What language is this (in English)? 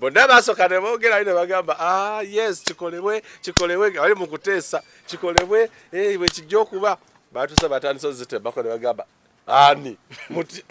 Ganda